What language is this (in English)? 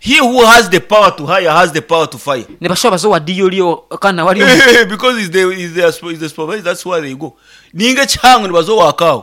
Nyankole